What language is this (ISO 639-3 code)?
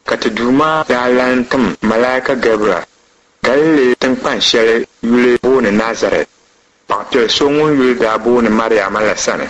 dag